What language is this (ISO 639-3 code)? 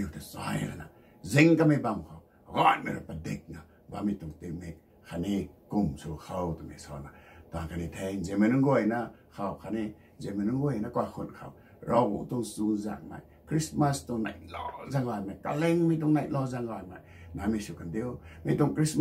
nbu